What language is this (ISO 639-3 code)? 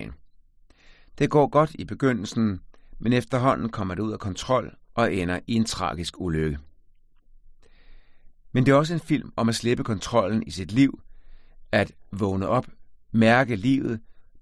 dan